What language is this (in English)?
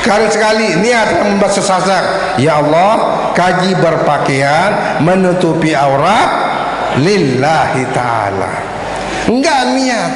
Sasak